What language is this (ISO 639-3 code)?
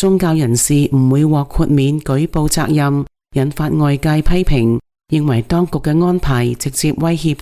yue